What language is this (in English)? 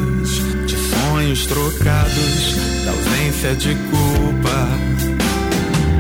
Portuguese